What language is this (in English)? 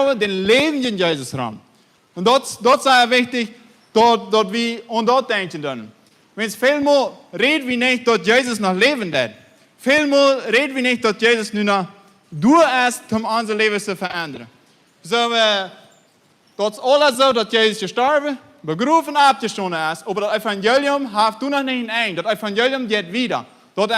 Plautdietsch